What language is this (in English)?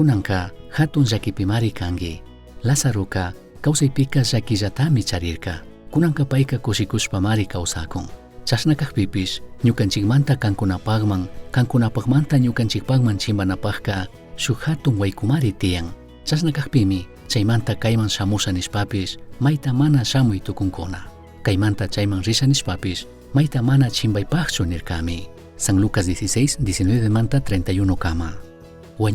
Chimborazo Highland Quichua